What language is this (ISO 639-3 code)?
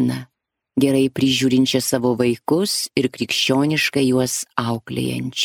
lit